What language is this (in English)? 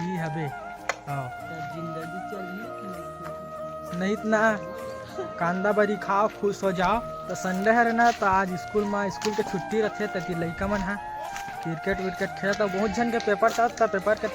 Chhattisgarhi